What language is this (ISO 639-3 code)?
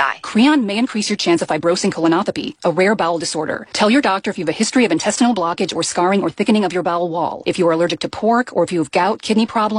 eng